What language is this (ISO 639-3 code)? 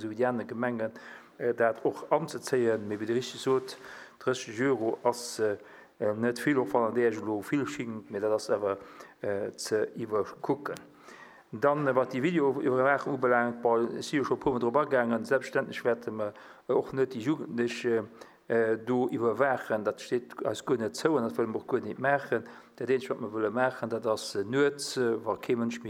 ltz